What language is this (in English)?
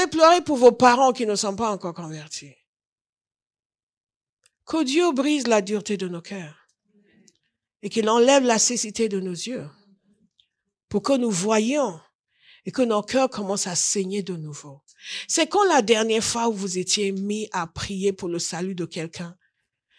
French